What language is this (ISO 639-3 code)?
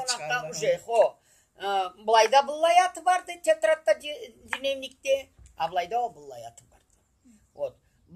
krc